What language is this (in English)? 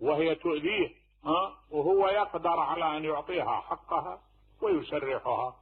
Mesopotamian Arabic